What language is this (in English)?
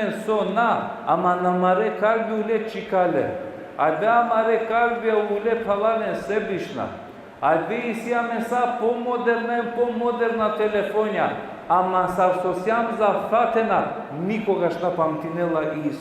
Balkan Romani